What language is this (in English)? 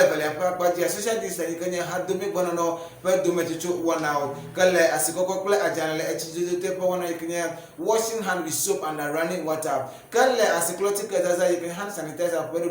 Ewe